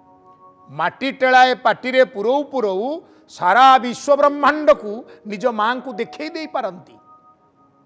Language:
Odia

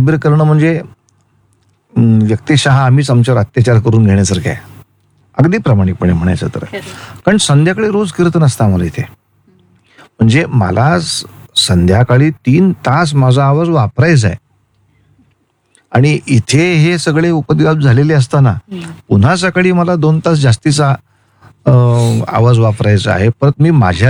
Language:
Marathi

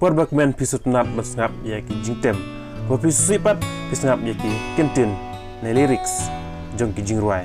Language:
Khasi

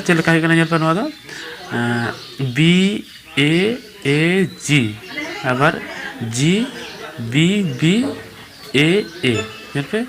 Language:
Santali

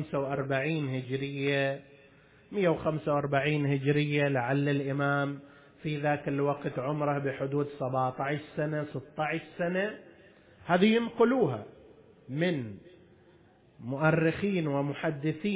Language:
Arabic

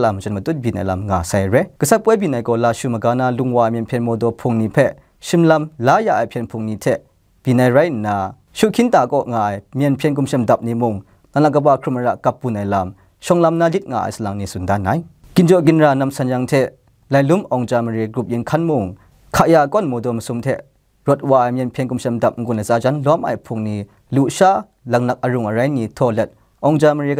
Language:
Kachin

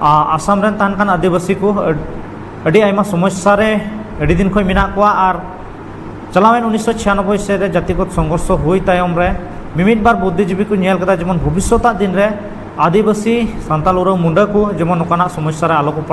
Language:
Santali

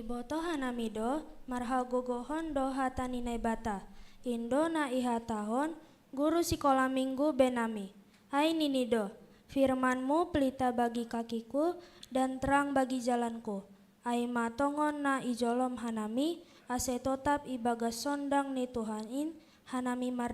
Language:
Batak Simalungun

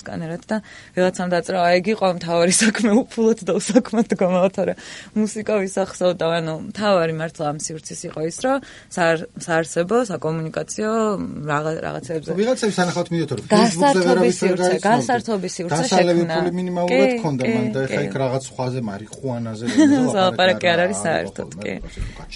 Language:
Georgian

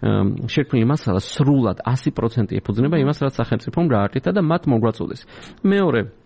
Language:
Georgian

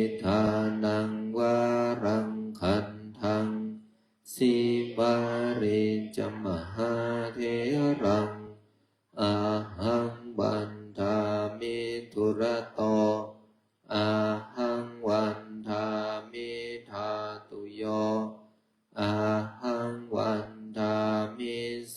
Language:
Pali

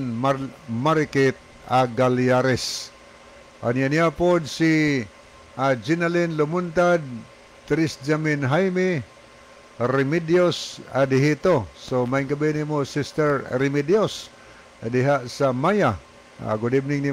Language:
Cebuano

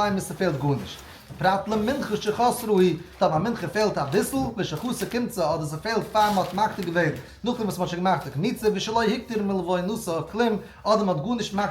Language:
Yiddish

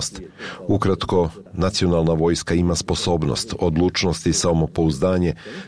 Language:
Croatian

